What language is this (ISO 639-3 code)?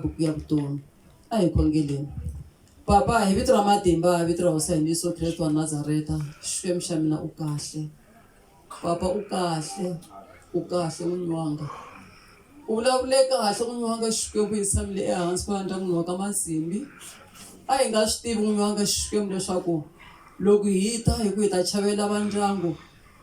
tso